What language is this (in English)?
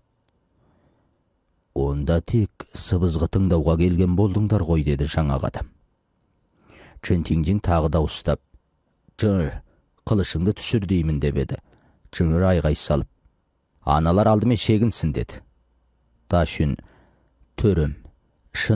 Kazakh